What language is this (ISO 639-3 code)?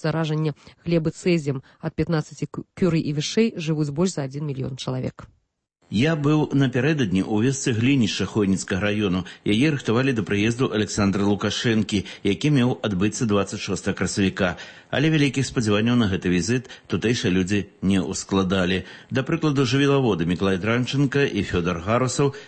bel